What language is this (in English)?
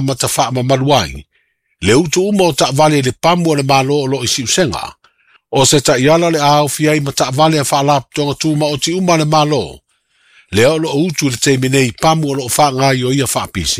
Samoan